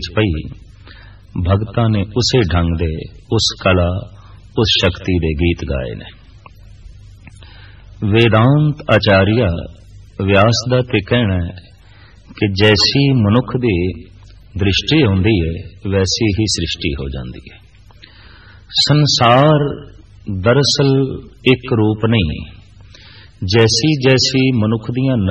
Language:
Punjabi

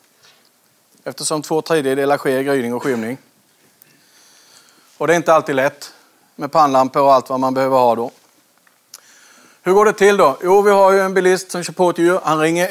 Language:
Swedish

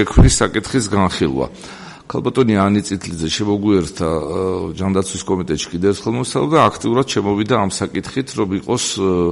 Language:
Georgian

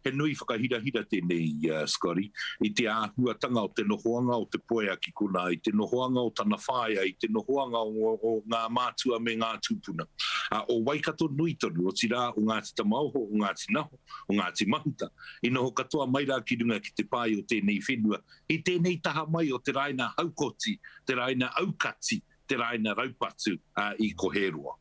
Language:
Māori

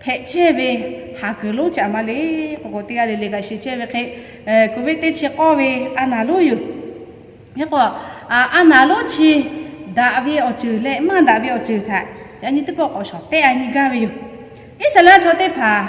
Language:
Lahu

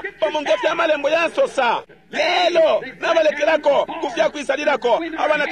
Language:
Bemba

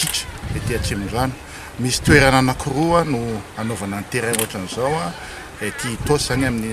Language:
Malagasy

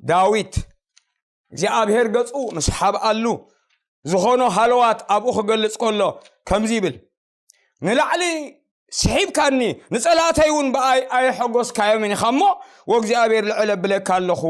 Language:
Tigrinya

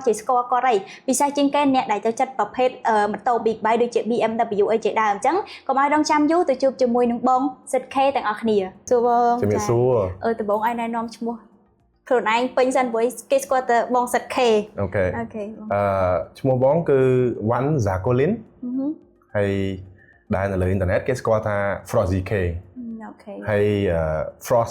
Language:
Khmer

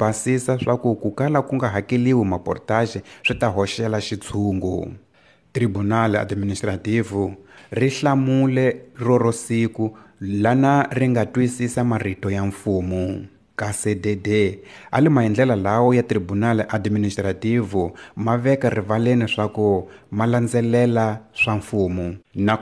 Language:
Tsonga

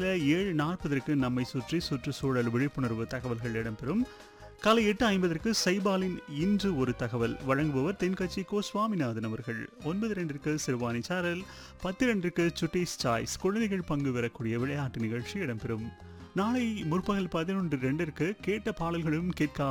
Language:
Tamil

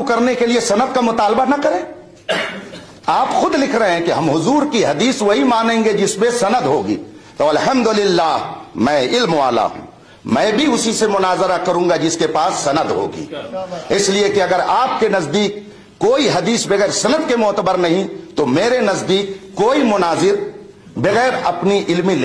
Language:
Urdu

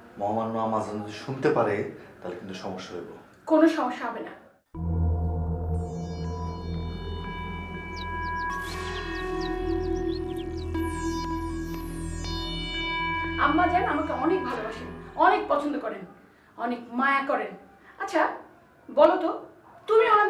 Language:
Bangla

